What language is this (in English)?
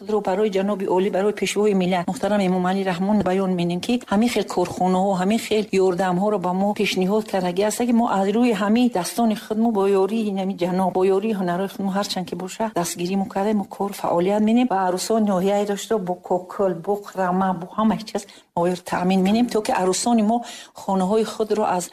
Tajik